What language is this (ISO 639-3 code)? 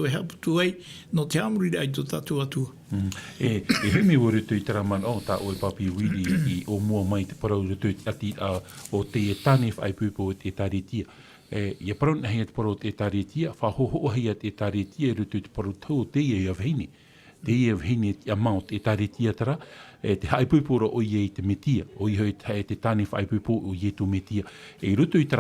tah